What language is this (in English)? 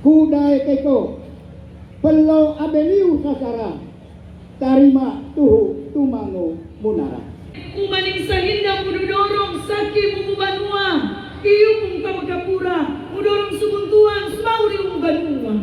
Manado Malay